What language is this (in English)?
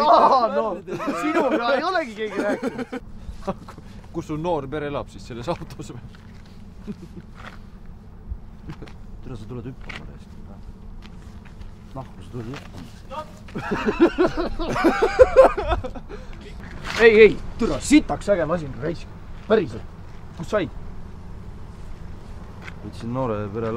Estonian